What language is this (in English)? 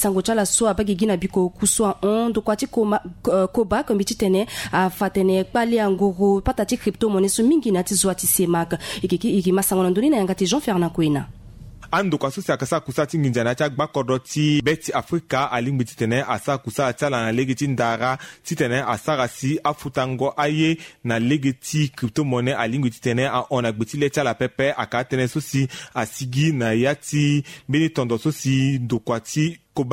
Sango